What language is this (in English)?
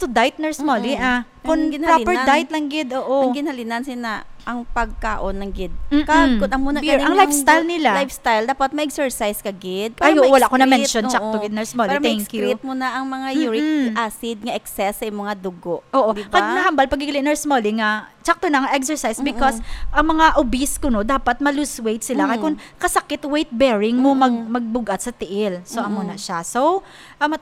Hiligaynon